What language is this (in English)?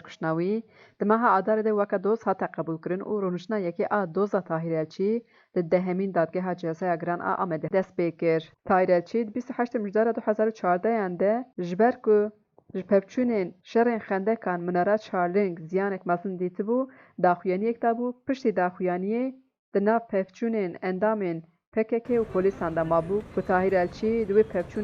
Kurdish